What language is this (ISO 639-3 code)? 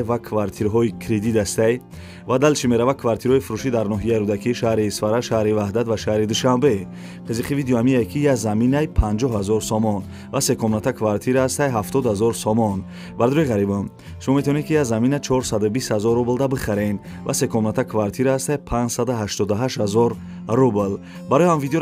tgk